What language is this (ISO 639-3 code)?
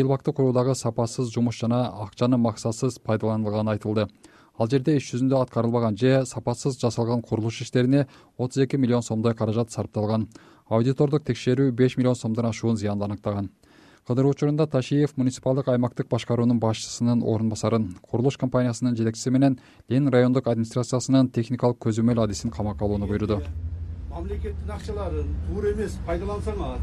kir